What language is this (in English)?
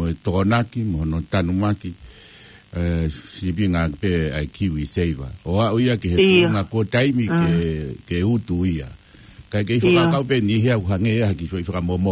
Tongan